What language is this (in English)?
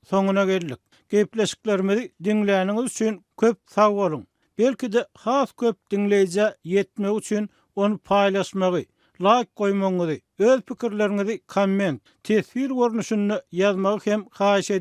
Turkmen